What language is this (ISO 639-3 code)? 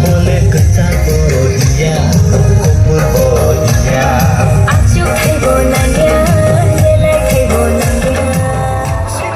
trp